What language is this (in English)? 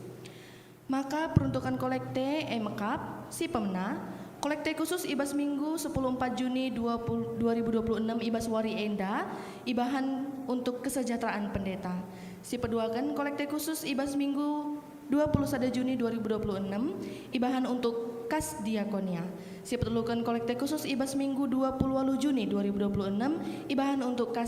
Batak Karo